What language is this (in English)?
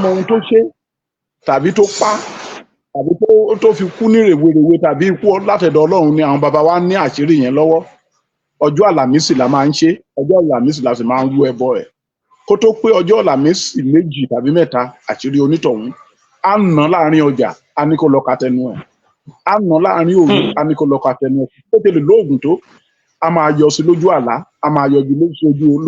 Yoruba